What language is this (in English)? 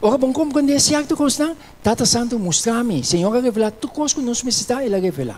Papiamento